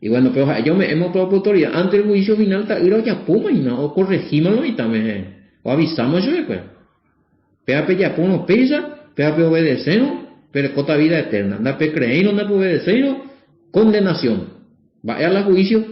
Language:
Guarani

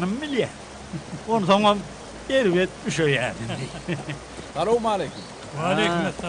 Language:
Turkmen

